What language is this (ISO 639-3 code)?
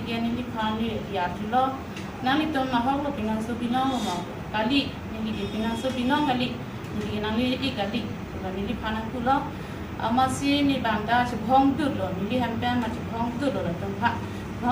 mjw